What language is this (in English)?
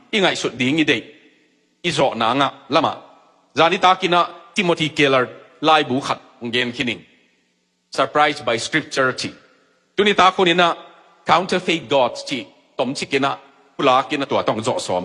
Tedim Chin